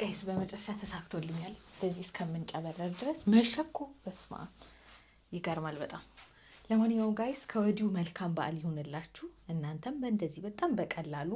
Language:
Amharic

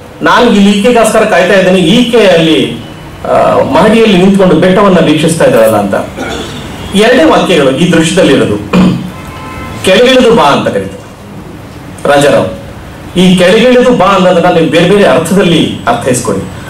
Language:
Kannada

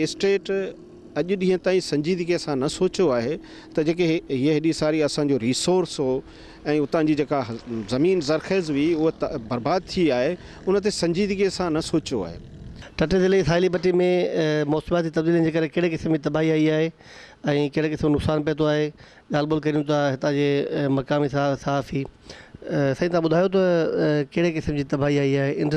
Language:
Sindhi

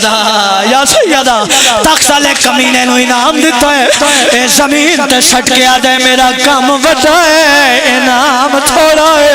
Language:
Pahari-Potwari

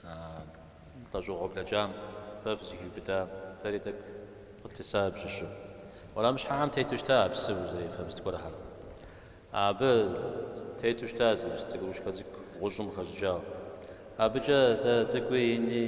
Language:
Kabardian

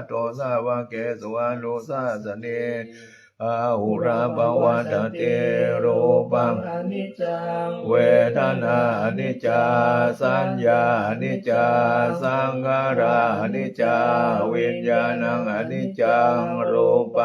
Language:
Pali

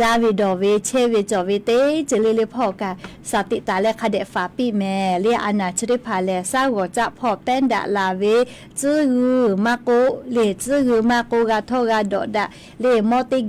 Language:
Lahu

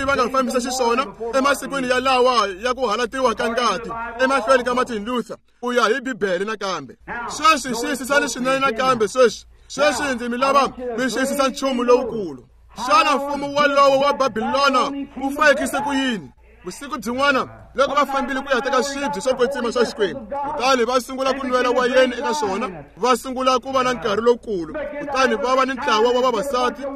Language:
Tsonga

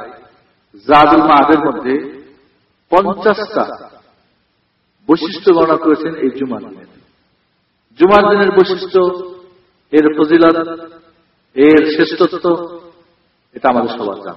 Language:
Bangla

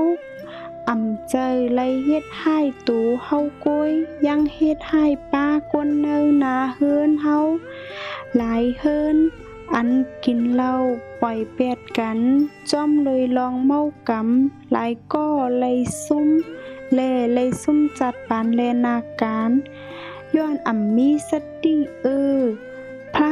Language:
Shan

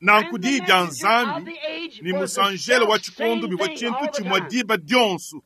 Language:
Luba-Lulua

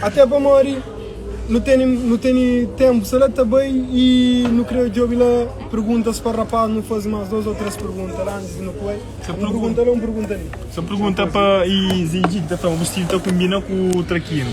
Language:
Kabuverdianu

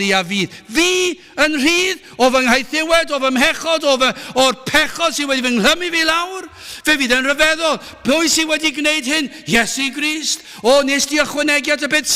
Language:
Welsh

